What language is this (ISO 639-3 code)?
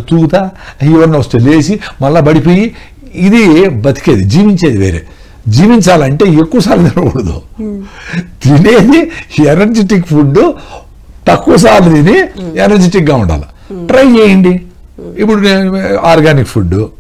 tel